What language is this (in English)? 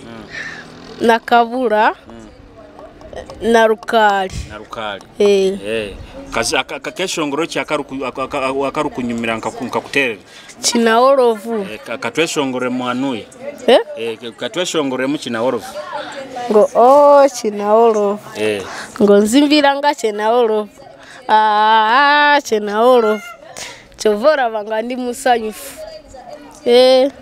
Nyoro